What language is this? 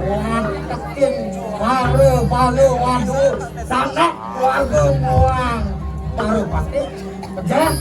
Balinese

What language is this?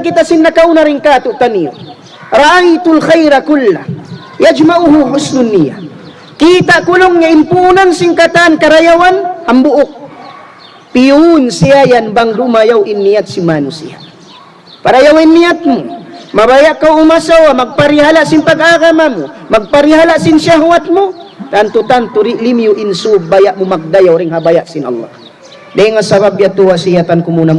Tausug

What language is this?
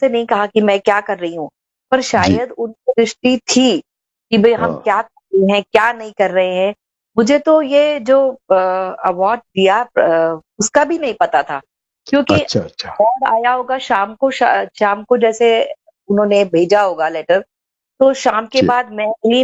Hindi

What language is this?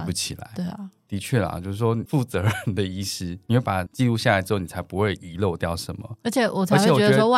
Chinese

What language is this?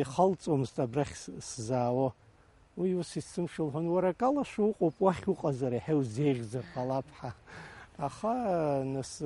Abkhazian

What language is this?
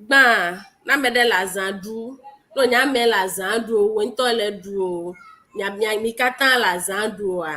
Ewe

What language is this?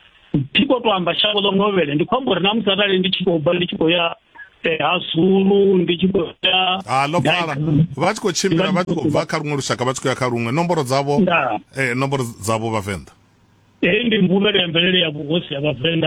Venda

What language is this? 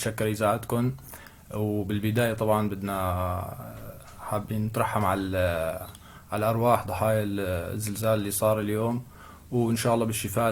North Levantine Arabic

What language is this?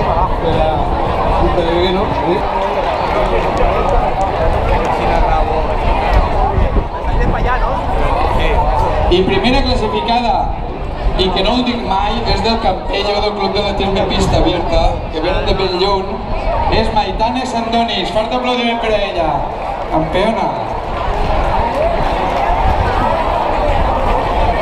Catalan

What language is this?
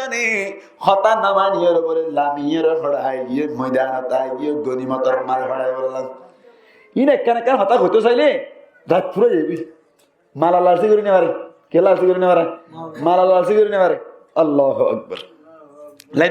Rohingya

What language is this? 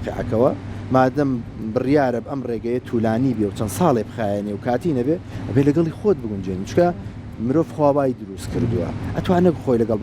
Central Kurdish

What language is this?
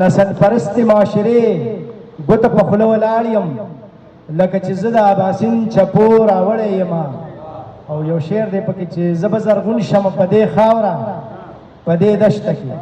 Pashto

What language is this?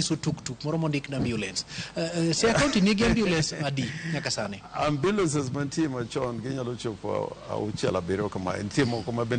Luo (Kenya and Tanzania)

